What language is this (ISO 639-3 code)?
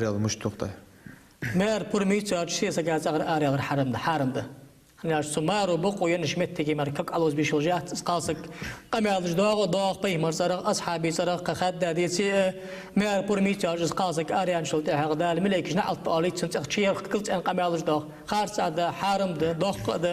inh